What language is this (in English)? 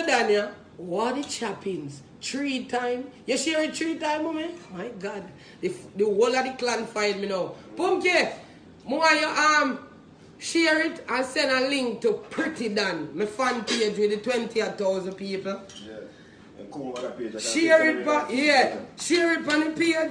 Jamaican Creole English